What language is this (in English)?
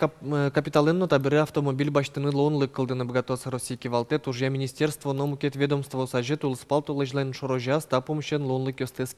Udmurt